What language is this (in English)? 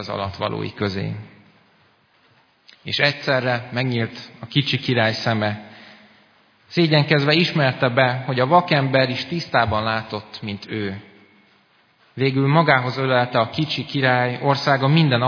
Hungarian